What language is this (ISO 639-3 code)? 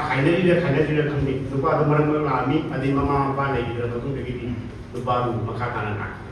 mni